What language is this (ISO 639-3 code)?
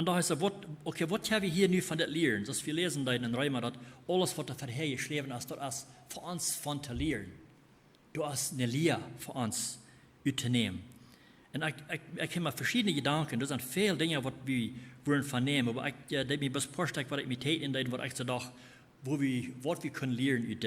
pdt